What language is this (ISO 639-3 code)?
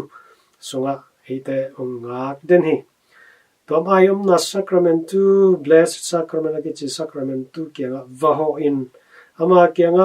ctd